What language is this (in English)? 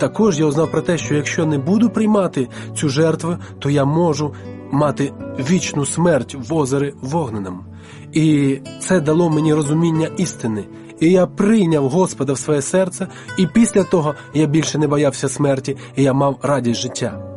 Ukrainian